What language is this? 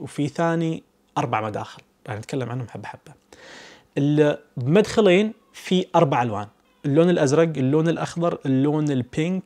Najdi Arabic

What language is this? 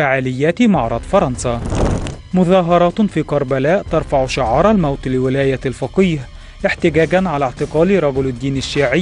Egyptian Arabic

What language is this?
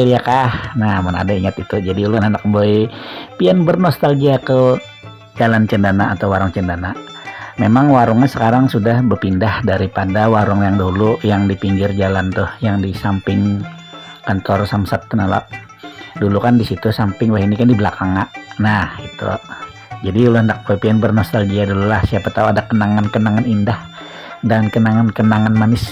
Banjar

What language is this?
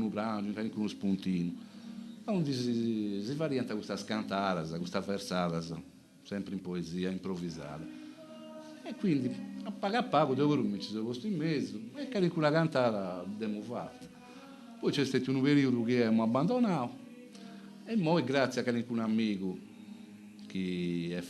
Sardinian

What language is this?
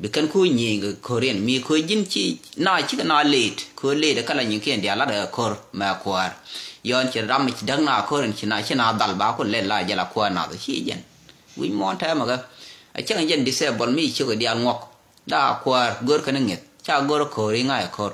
Nuer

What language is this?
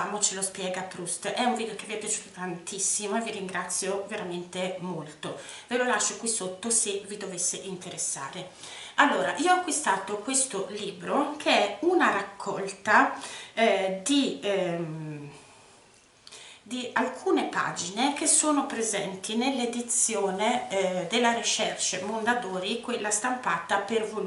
Italian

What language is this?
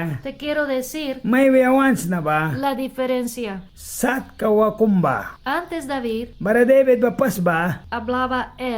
Mískito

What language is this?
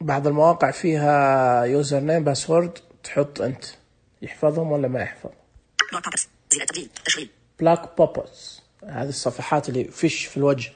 Najdi Arabic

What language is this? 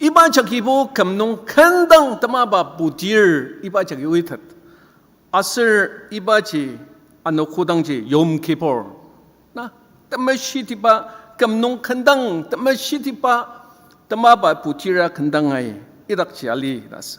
Ao Naga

